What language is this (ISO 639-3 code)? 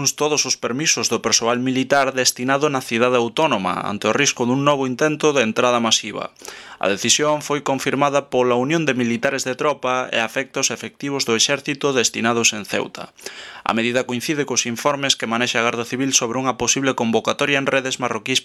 glg